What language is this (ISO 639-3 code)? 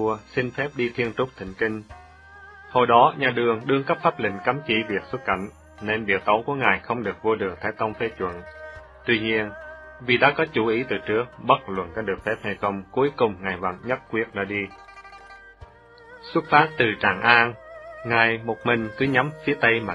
vie